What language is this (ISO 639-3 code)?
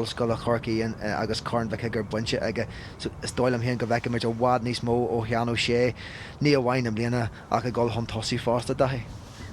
gle